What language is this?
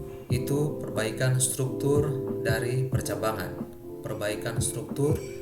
Ambonese Malay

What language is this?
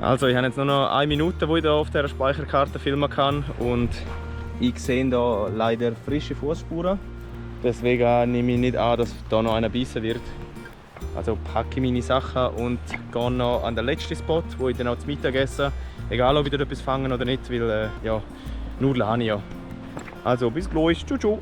Swiss German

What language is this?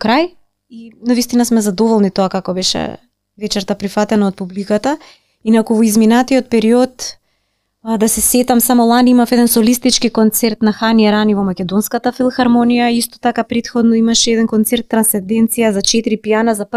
Macedonian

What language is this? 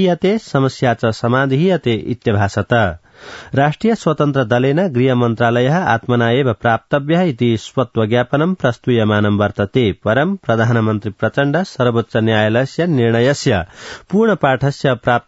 Sanskrit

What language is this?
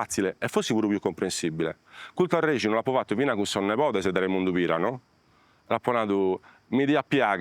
Sardinian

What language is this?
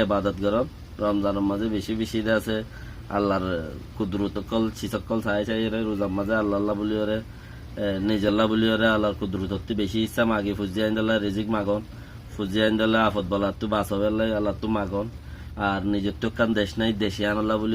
Rohingya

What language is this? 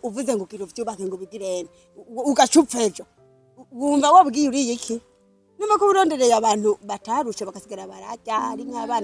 Rundi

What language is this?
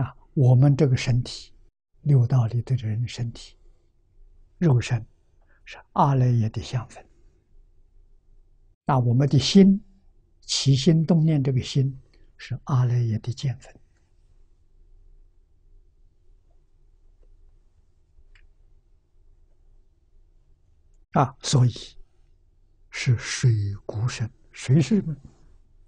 Chinese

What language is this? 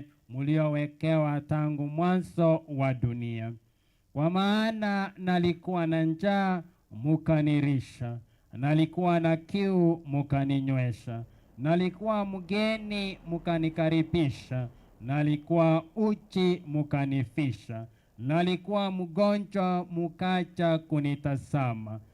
Gusii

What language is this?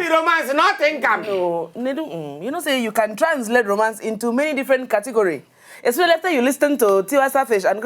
Nigerian Pidgin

